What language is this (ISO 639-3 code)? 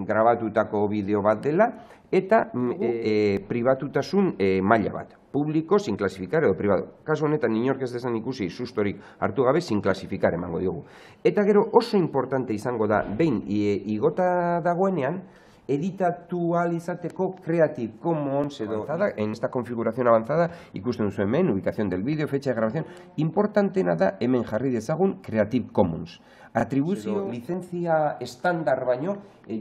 eus